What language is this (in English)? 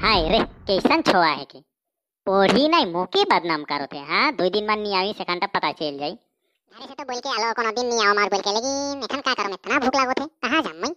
Sadri